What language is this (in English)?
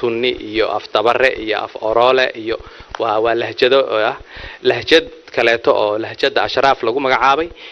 Somali